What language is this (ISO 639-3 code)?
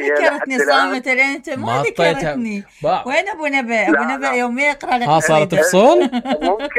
acm